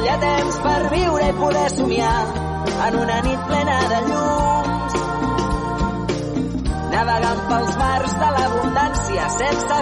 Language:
Catalan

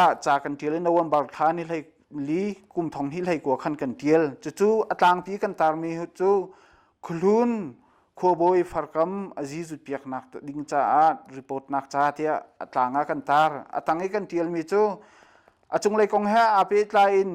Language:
Hakha Chin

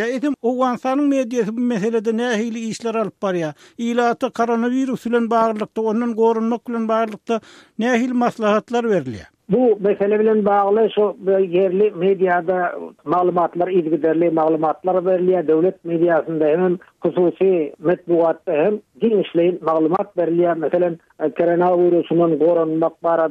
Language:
Turkmen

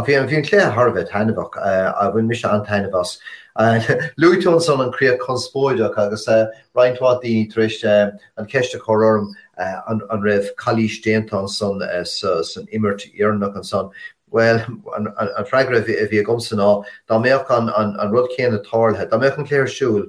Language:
Irish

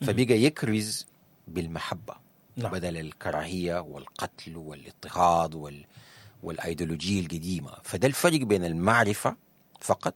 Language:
Sudanese Arabic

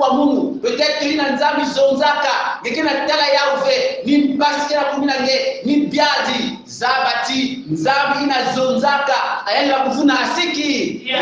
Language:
Kongo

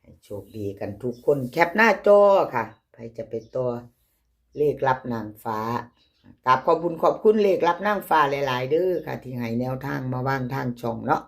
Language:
Northeastern Thai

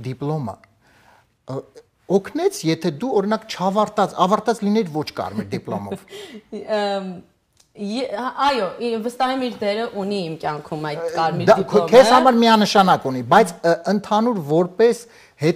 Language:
Armenian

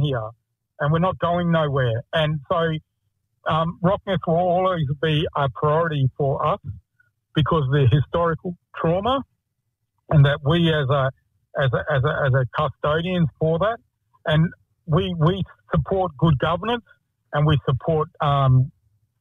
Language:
English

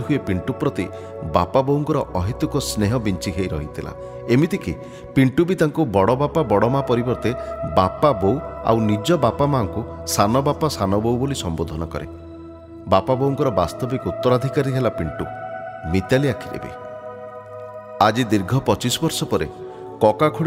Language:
Odia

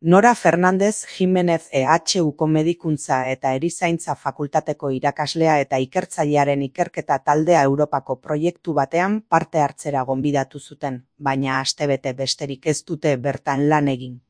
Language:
Basque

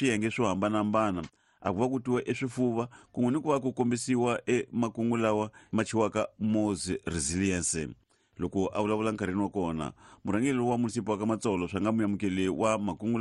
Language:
Tsonga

